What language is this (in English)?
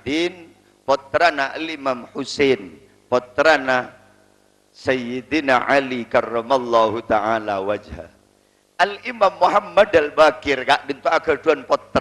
Madurese